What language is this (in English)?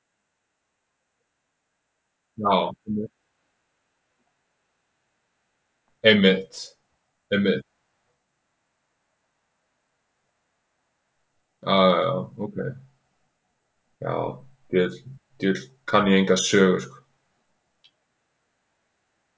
Icelandic